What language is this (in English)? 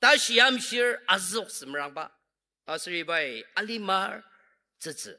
Ao Naga